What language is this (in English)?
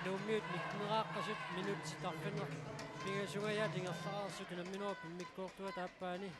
Kalaallisut